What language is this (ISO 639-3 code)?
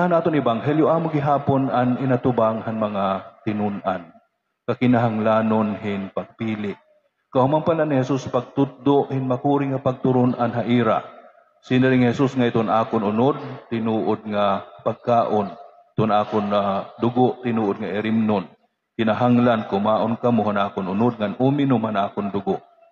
war